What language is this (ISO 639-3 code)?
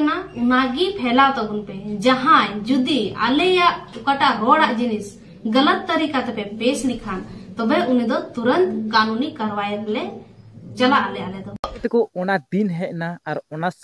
sat